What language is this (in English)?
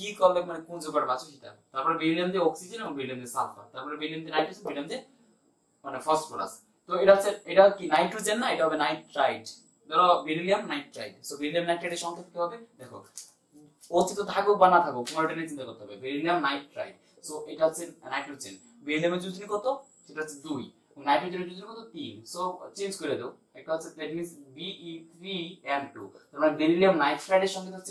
Bangla